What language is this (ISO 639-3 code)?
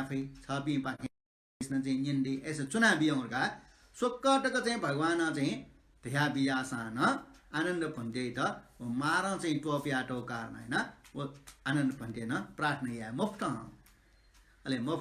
new